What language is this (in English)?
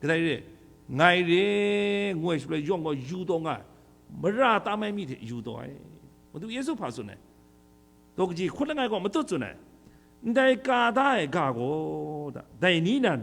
Kachin